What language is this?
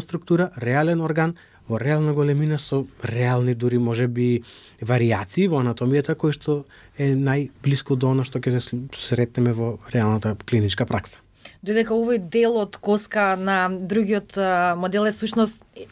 Macedonian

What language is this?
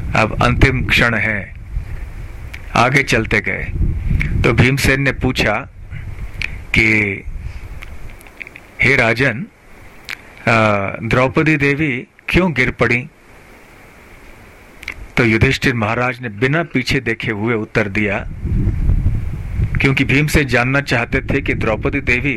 Hindi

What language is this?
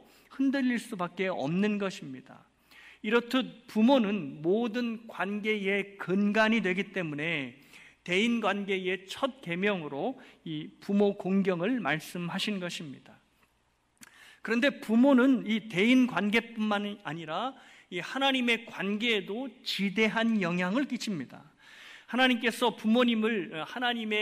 Korean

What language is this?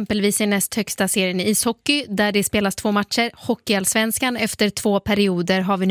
Swedish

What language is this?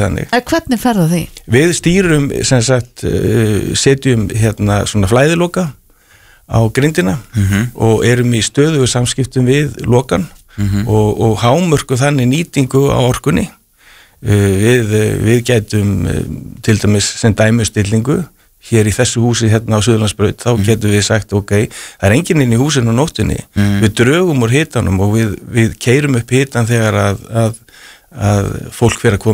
Icelandic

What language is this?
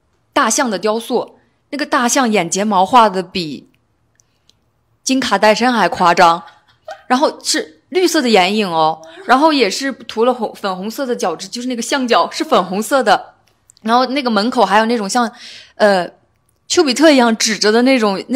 Chinese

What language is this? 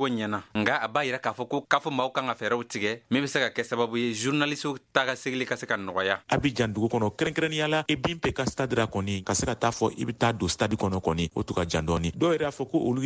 Bambara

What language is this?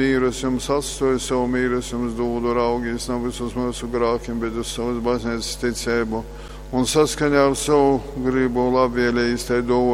Latgalian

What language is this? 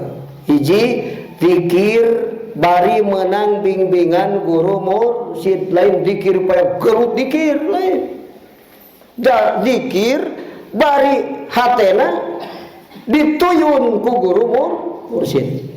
Sundanese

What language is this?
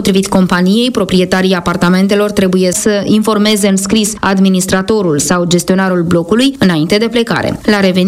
Romanian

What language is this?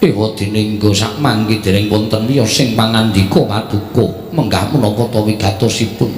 Javanese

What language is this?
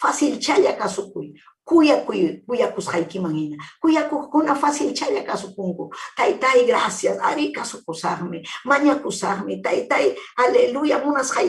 Ayacucho Quechua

